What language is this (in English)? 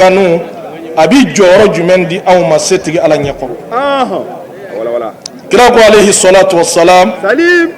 Bambara